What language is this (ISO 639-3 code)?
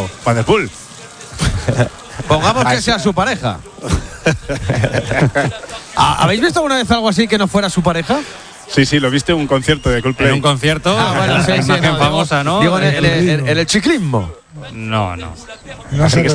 spa